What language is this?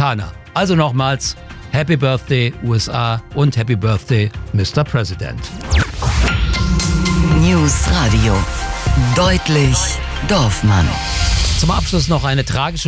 German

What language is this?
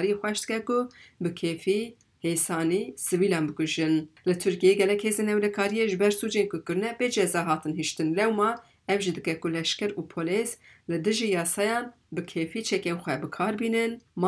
Kurdish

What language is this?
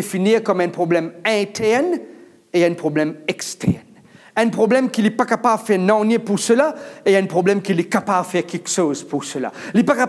Morisyen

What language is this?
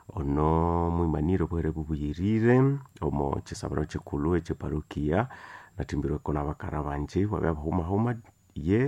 Nande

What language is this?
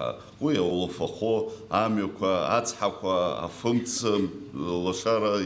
Abkhazian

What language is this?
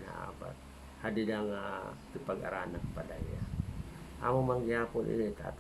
Waray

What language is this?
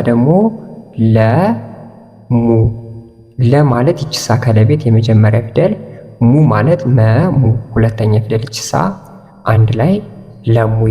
Amharic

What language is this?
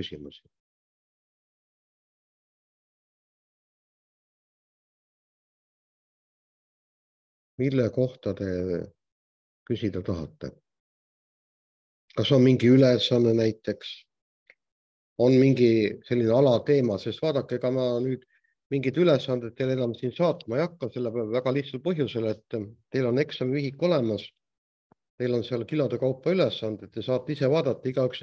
Estonian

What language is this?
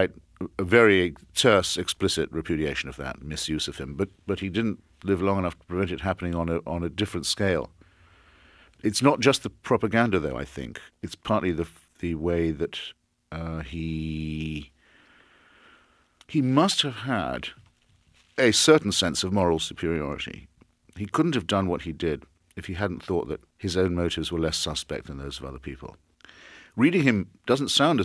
English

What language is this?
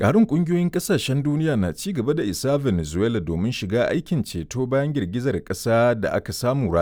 Hausa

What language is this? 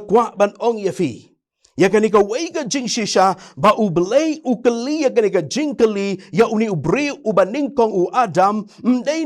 Khasi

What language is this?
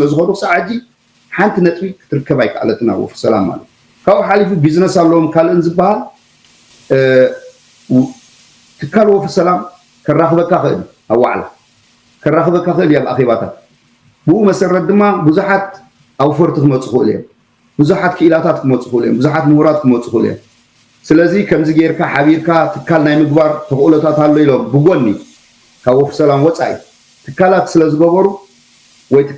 Tigrinya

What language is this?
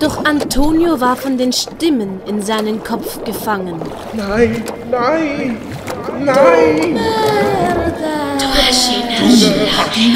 Swiss German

